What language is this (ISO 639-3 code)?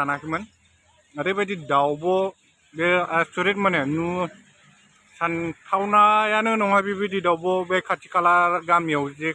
brx